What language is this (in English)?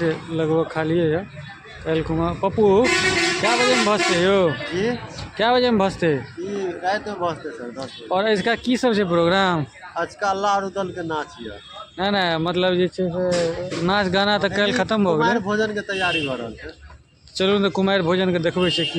Maithili